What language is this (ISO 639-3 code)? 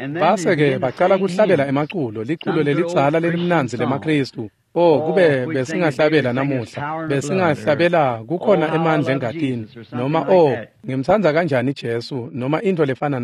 ssw